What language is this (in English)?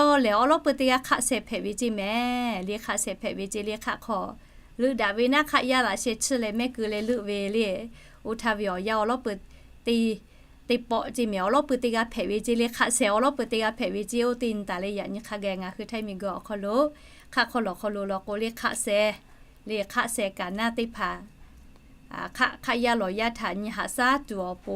Lahu